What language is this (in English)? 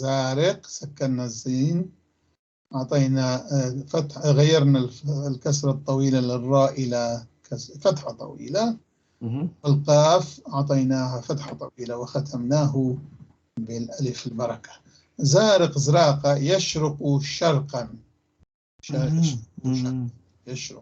North Levantine Arabic